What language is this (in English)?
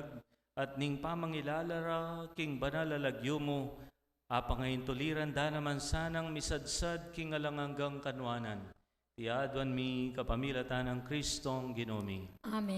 Pampanga